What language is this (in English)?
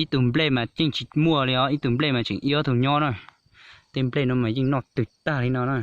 Hmong